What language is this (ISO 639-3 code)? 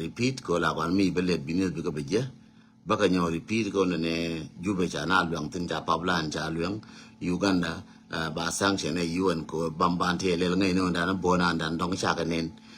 nus